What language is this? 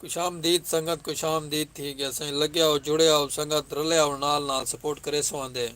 Saraiki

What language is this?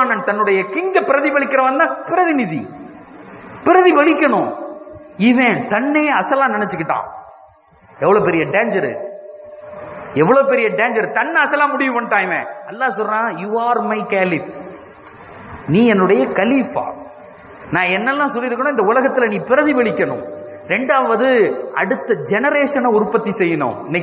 Tamil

